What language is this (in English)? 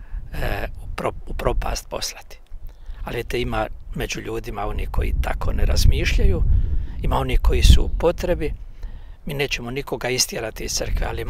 Croatian